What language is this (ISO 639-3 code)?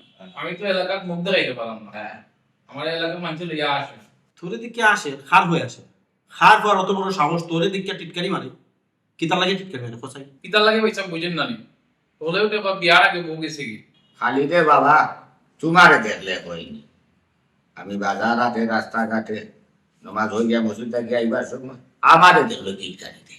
syl